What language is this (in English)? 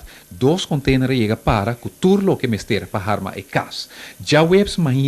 Papiamento